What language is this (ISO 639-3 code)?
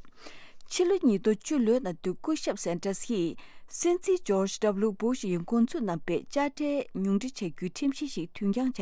bod